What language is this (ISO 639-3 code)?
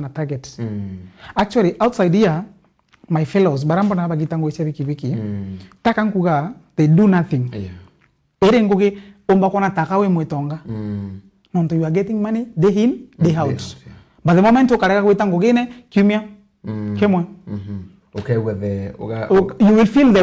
mer